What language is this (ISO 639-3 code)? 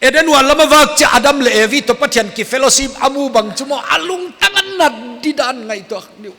pck